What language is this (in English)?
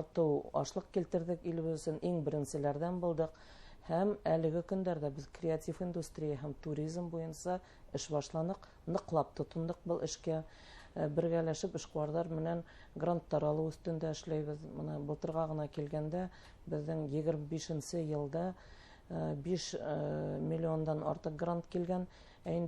Bashkir